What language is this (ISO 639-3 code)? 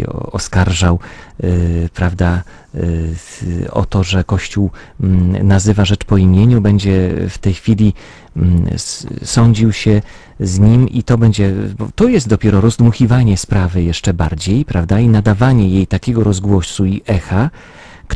pol